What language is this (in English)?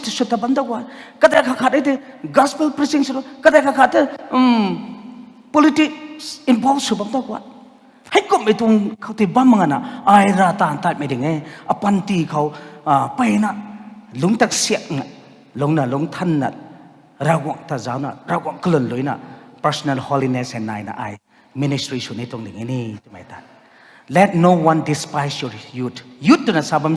Rongmei Naga